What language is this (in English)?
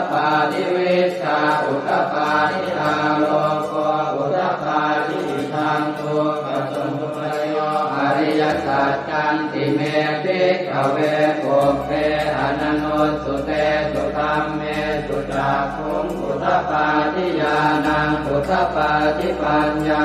Pali